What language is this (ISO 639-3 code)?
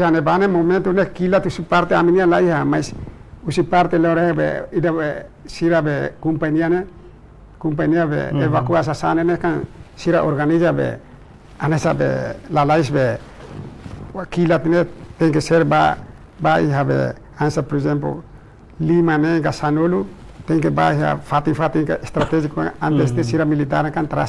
tet